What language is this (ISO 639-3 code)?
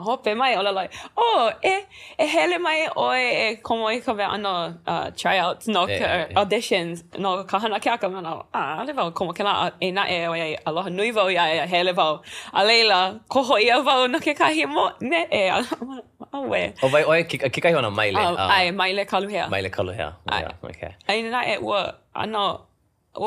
haw